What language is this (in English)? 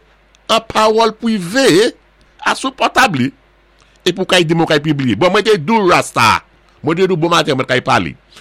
Saint Lucian Creole French